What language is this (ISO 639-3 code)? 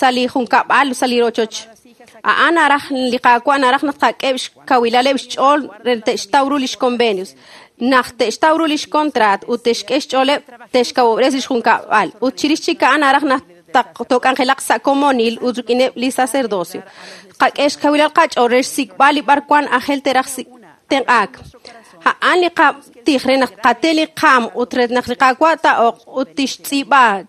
kek